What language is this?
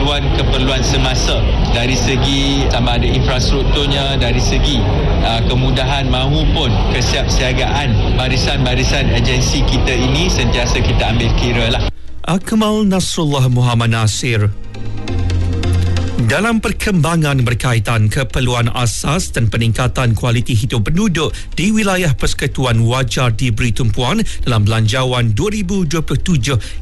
Malay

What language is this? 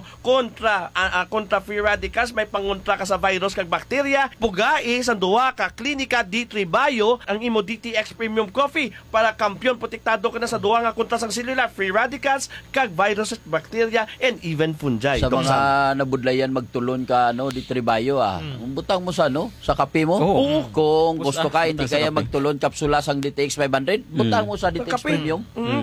Hiligaynon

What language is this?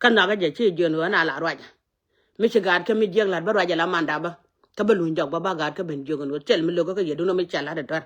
Nuer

